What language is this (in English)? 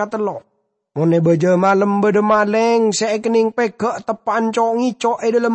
Madurese